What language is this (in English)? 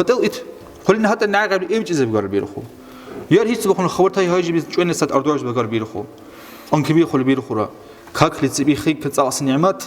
Dargwa